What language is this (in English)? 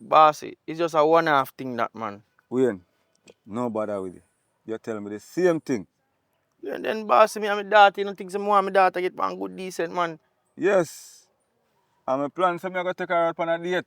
Jamaican Creole English